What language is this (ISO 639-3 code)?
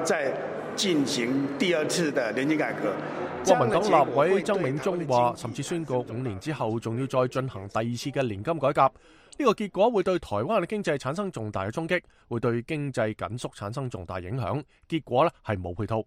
yue